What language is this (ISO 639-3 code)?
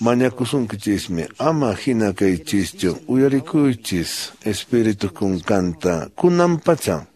que